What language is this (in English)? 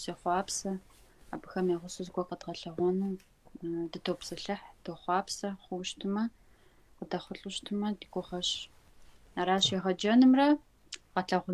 Kabardian